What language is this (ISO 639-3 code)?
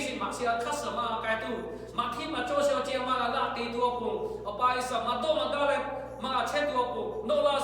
lhu